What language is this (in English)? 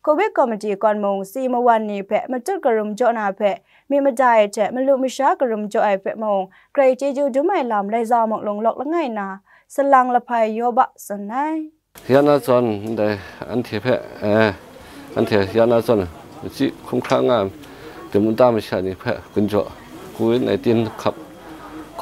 Kachin